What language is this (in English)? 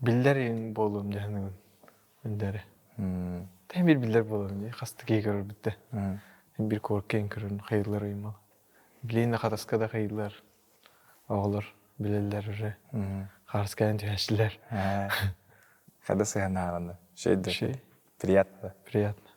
Yakut